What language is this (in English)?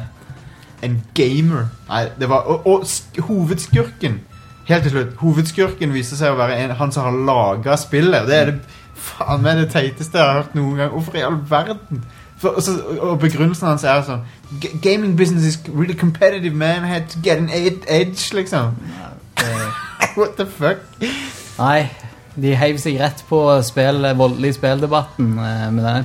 Norwegian